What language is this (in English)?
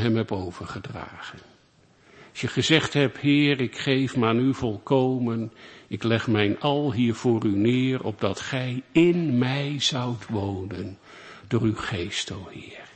Dutch